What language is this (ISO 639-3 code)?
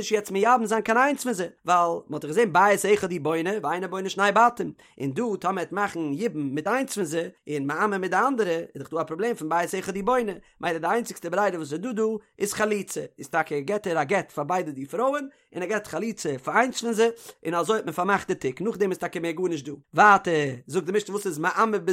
yid